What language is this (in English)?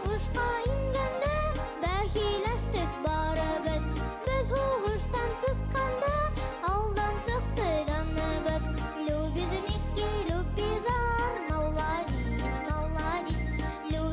Bashkir